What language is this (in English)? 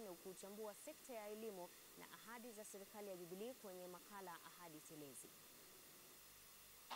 Swahili